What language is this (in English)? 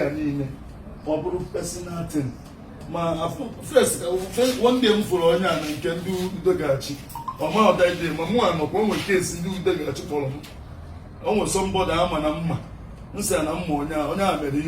Igbo